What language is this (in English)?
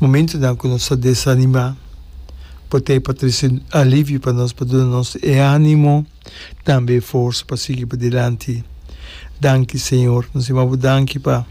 Papiamento